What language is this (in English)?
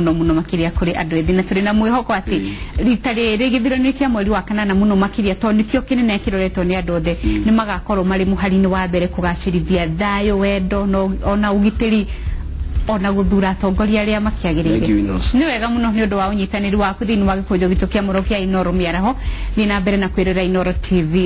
Kikuyu